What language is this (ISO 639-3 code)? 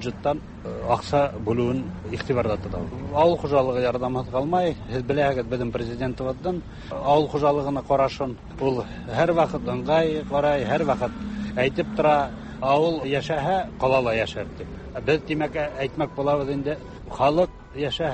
tat